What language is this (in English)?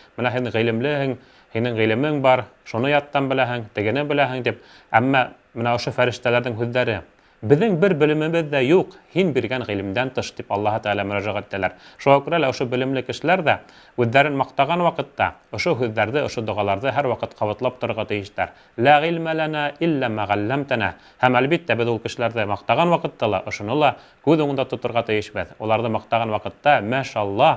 Bashkir